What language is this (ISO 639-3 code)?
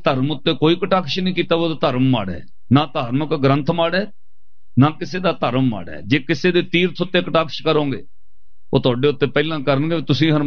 pan